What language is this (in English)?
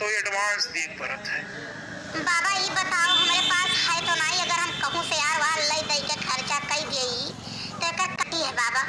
Awadhi